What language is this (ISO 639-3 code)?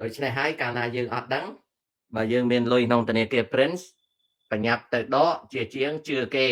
khm